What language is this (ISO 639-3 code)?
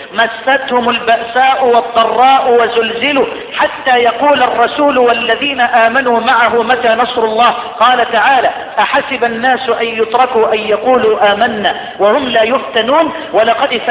ara